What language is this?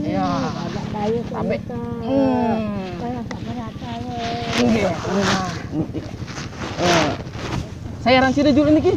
Sasak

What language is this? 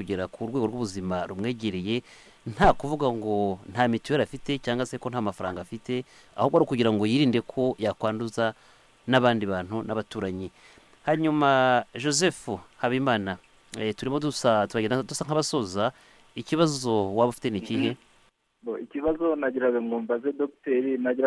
Kinyarwanda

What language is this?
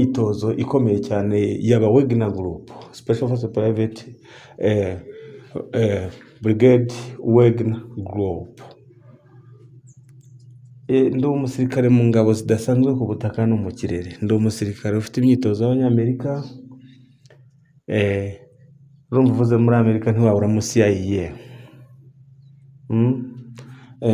Kinyarwanda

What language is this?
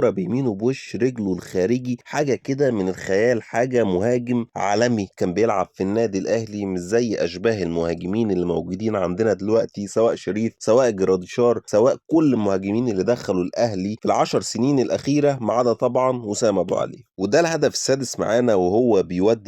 Egyptian Arabic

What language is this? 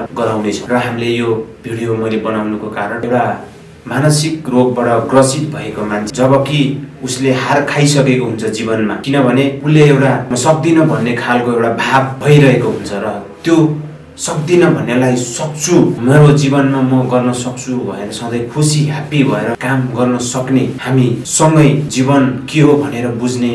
Nepali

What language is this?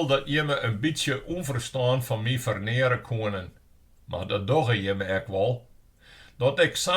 Western Frisian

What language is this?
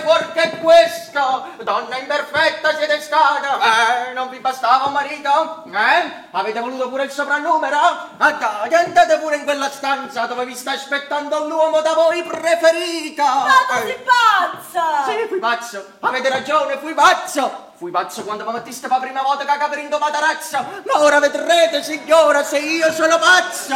Neapolitan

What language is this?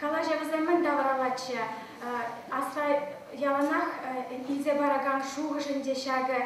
Chuvash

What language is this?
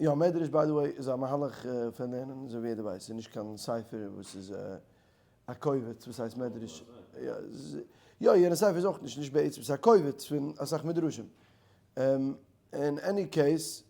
Yiddish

